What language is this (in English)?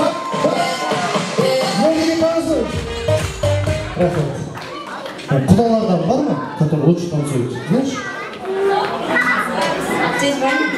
Kazakh